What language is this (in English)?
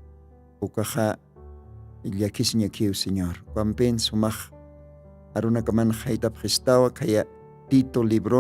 Aymara